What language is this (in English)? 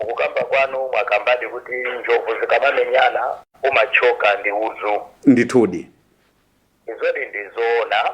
Nyanja